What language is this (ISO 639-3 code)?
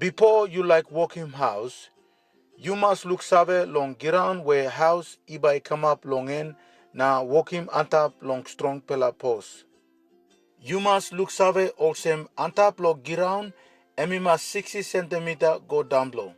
tpi